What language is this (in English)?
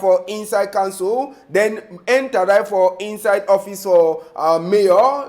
Cameroon Pidgin